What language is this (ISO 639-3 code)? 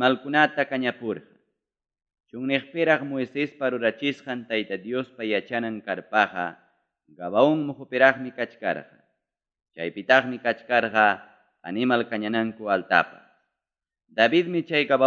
quy